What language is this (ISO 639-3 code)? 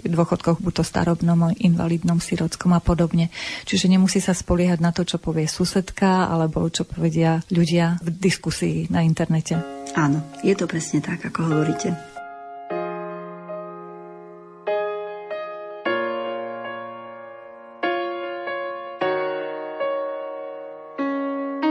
slk